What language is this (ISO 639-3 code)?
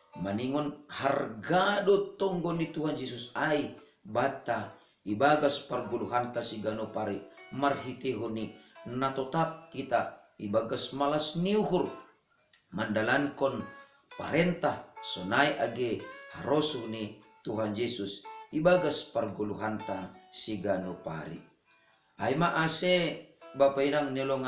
bts